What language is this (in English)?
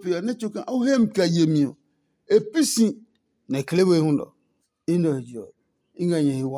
Adangme